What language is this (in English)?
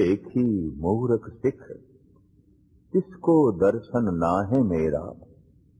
Punjabi